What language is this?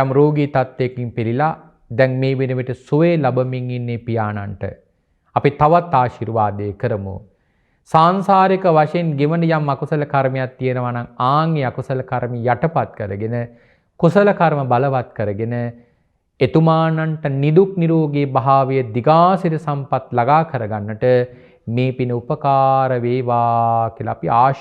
Sinhala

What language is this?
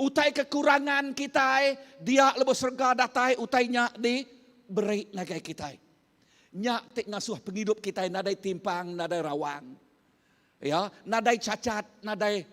Iban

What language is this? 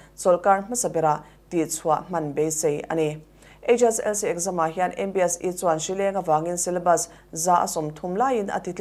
Mizo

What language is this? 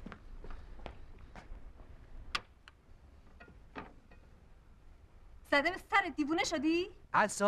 Persian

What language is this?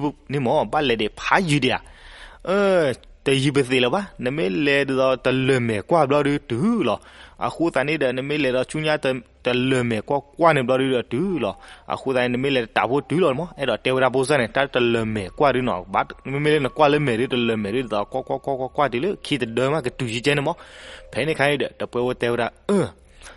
S'gaw Karen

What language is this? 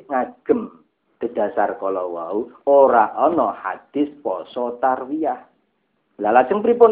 Javanese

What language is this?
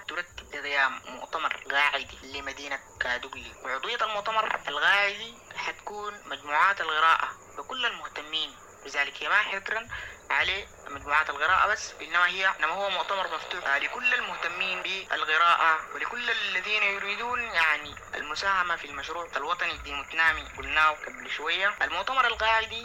Sudanese Arabic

